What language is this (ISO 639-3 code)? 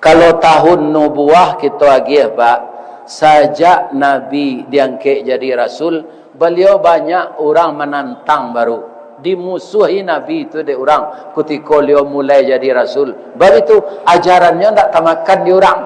min